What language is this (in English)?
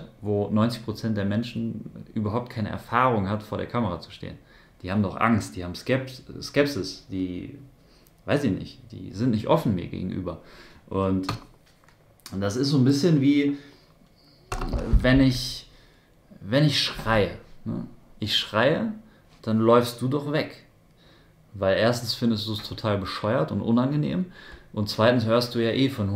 German